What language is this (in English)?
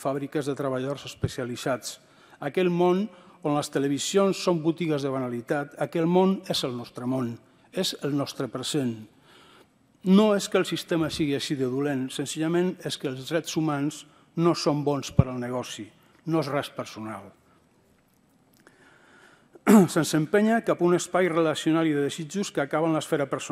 Catalan